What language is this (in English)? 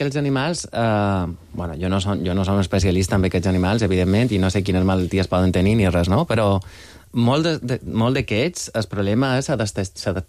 Catalan